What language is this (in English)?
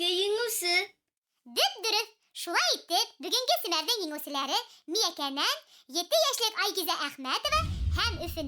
Bashkir